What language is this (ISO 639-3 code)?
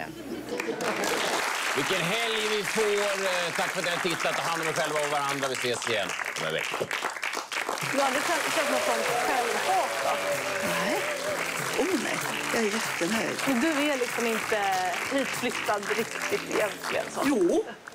swe